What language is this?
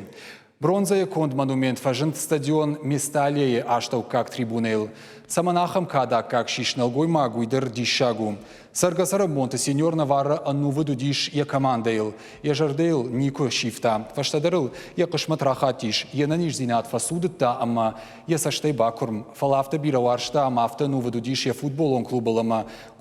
Ossetic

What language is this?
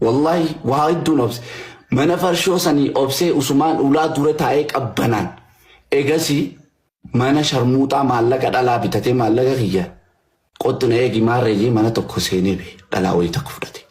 Oromo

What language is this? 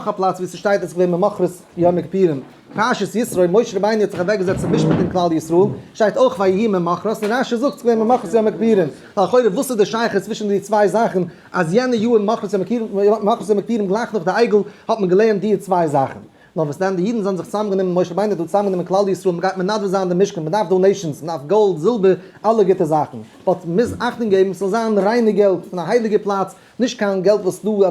Yiddish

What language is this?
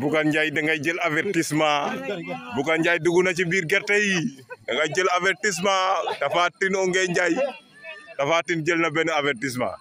Wolof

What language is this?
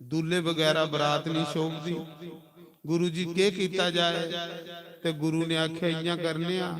Dogri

